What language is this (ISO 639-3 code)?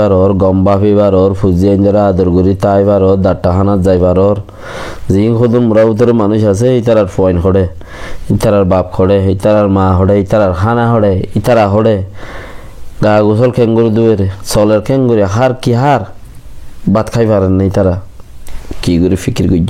rhg